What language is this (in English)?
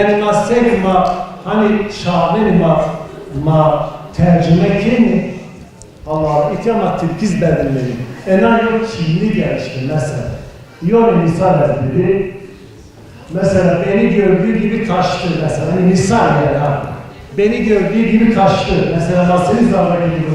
Zaza